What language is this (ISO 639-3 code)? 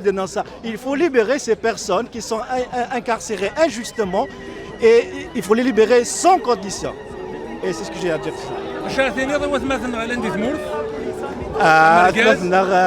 kab